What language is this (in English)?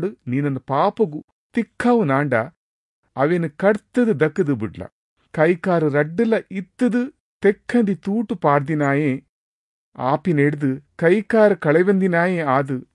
Tulu